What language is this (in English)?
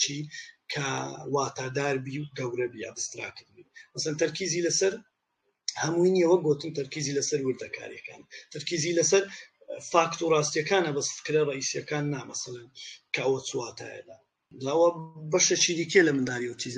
Central Kurdish